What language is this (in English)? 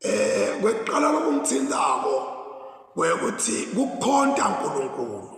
Zulu